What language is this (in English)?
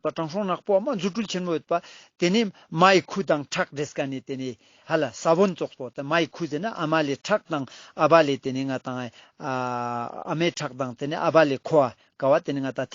Ladakhi